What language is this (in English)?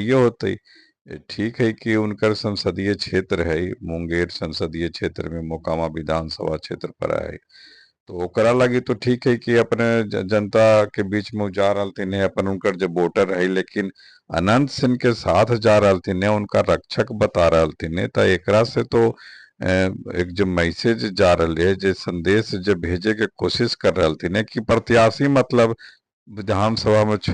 Magahi